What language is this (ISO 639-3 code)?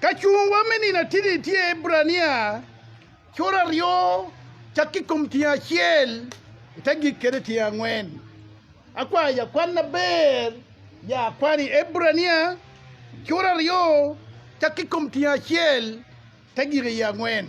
ach